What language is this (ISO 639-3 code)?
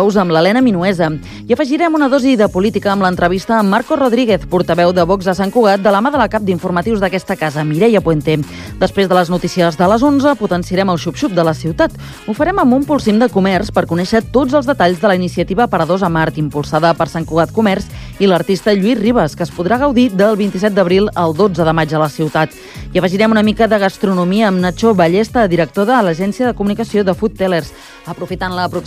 cat